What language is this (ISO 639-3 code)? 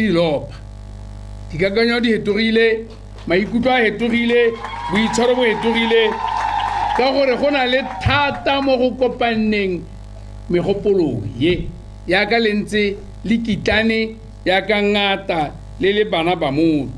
tsn